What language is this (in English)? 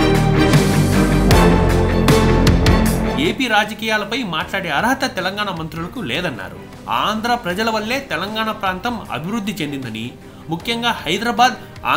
Telugu